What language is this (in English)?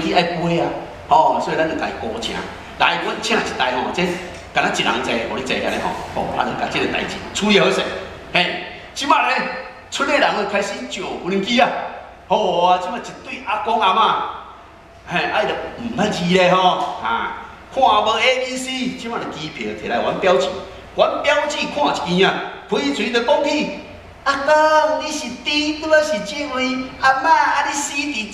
Min Nan Chinese